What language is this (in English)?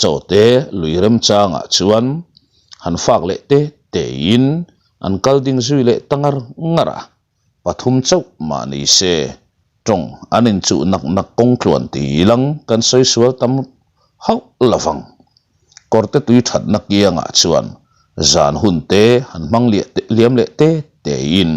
Mizo